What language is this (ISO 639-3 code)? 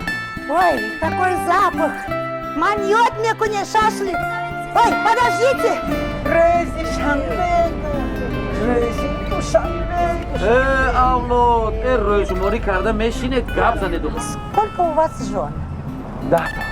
tgk